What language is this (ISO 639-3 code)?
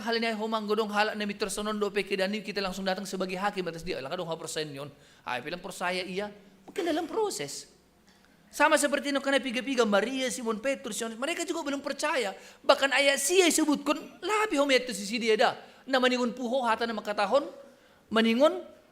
bts